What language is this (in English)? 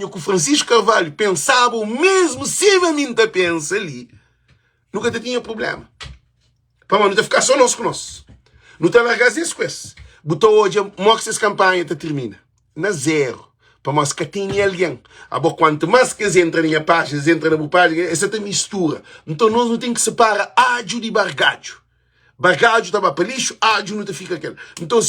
Kabuverdianu